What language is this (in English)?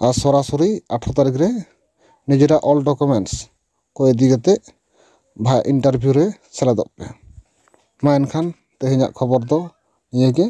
Santali